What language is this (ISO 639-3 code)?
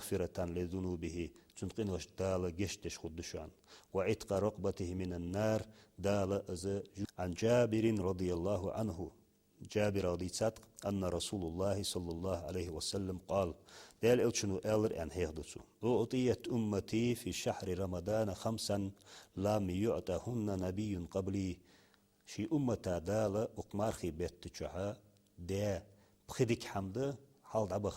inh